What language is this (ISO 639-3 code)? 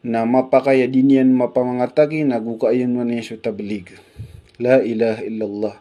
mrw